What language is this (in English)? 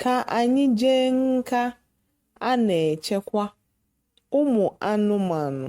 Igbo